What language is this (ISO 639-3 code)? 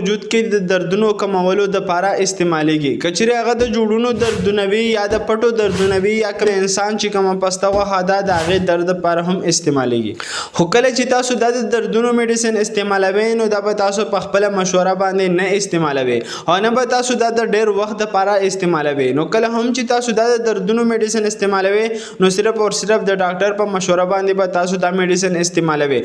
pus